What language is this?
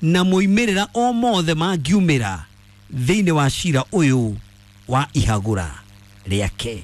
Kikuyu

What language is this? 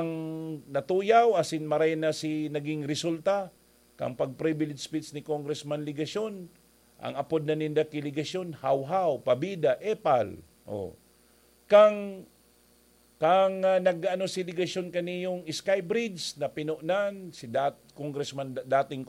Bikol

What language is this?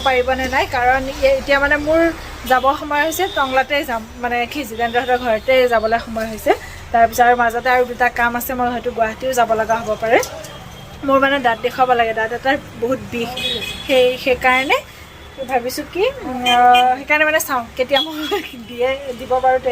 Assamese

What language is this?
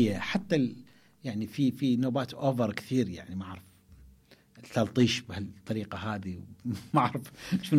Mesopotamian Arabic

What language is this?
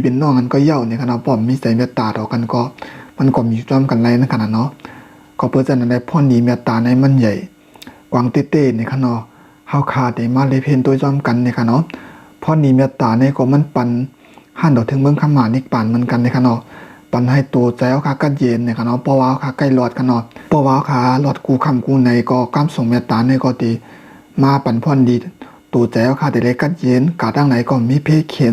Shan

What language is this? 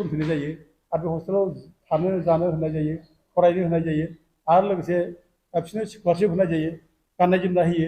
Bodo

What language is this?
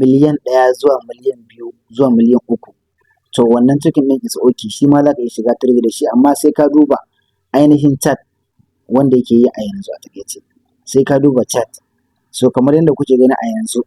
Hausa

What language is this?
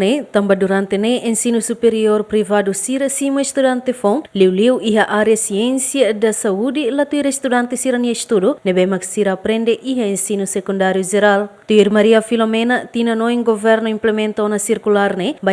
Tetum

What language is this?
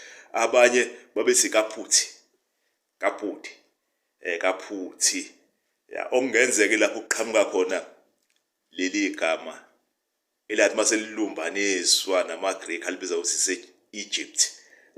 Zulu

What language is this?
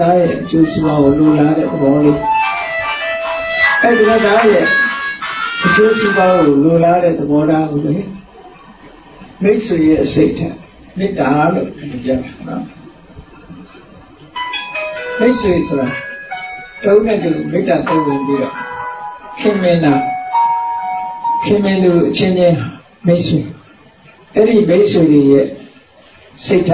Burmese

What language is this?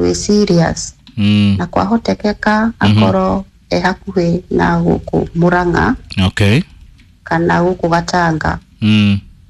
Kikuyu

